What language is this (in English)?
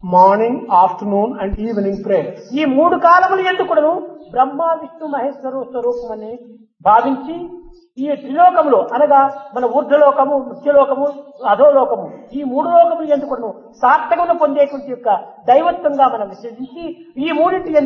Telugu